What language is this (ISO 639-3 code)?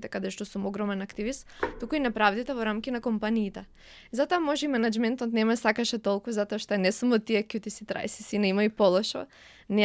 mkd